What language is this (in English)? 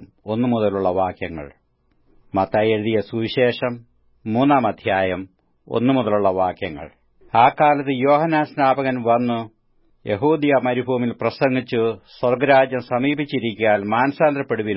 Malayalam